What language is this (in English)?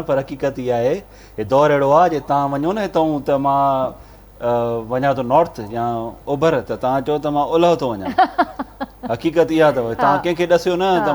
Sindhi